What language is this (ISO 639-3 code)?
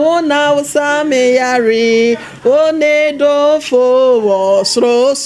aka